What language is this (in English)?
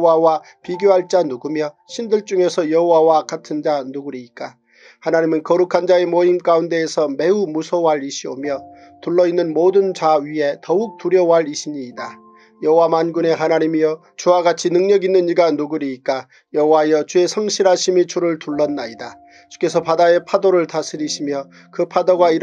Korean